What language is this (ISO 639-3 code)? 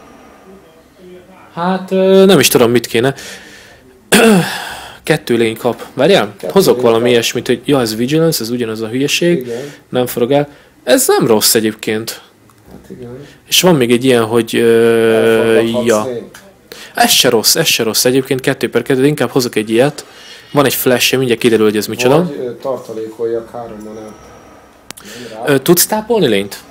hun